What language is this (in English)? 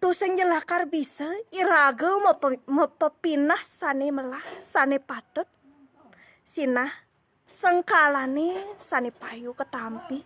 Balinese